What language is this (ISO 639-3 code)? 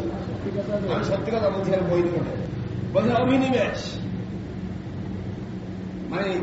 ben